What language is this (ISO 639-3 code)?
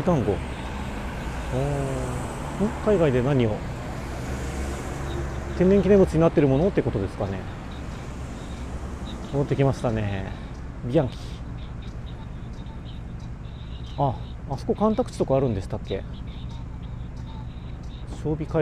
jpn